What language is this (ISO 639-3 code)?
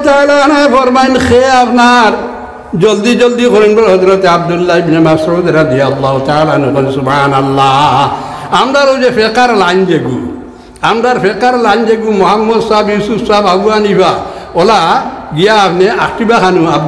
syl